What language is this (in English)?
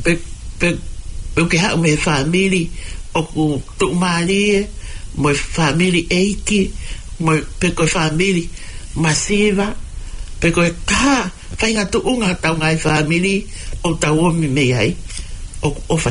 Tongan